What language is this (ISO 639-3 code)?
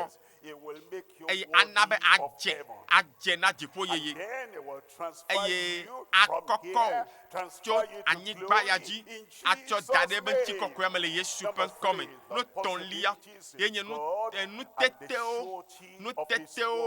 ewe